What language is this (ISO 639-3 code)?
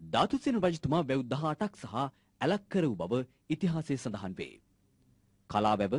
sin